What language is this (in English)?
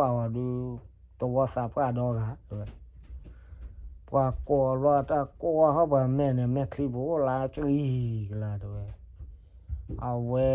S'gaw Karen